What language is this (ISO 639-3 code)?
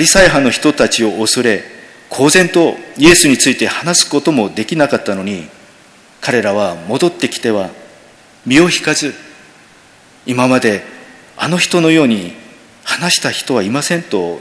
jpn